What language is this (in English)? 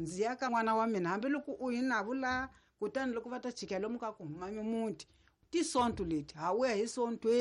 Tsonga